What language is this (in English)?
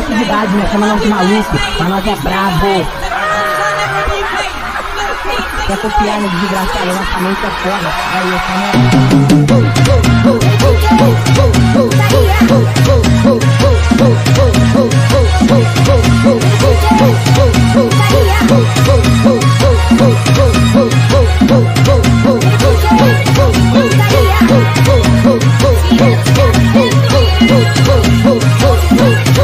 Portuguese